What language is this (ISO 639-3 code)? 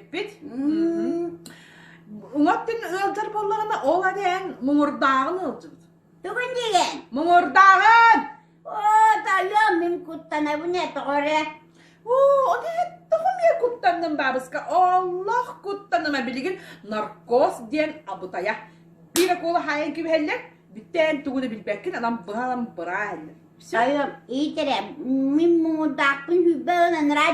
sah